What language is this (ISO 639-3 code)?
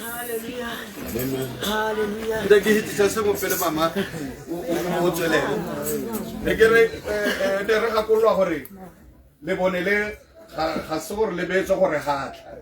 tsn